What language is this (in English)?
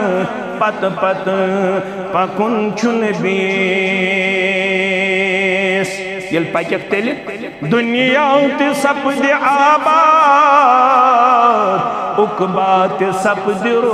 Kashmiri